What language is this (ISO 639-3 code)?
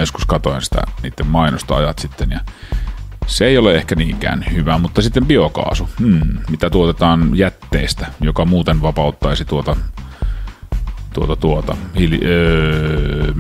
fin